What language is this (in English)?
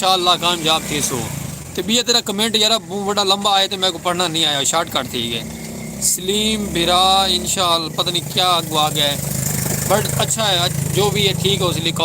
Saraiki